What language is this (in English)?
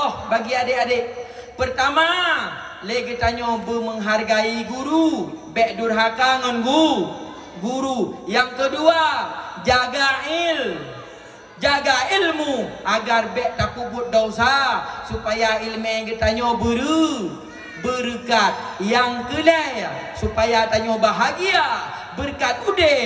Achinese